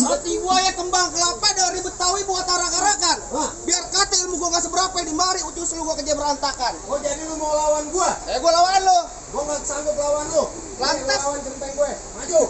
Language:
Betawi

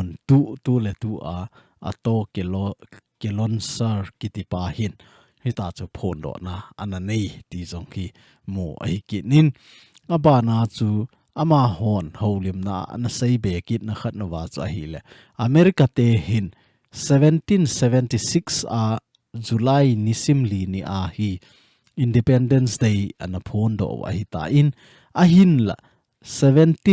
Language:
Thado Chin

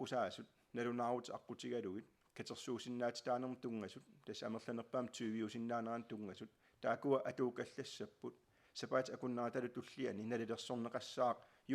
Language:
Kalaallisut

